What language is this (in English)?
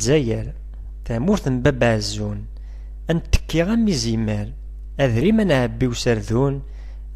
Kabyle